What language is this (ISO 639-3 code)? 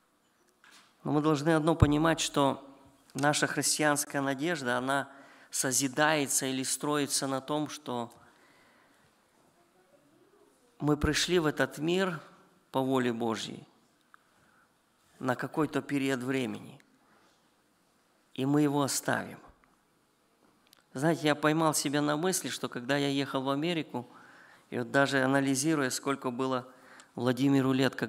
rus